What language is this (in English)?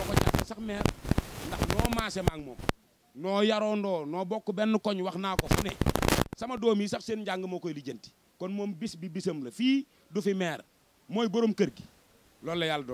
Wolof